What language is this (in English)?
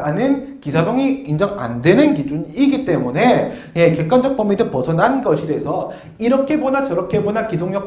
Korean